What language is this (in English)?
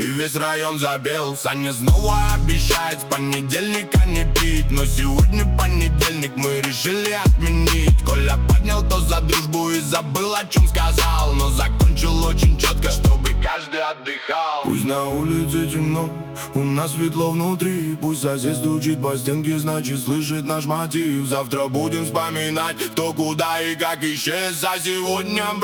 Russian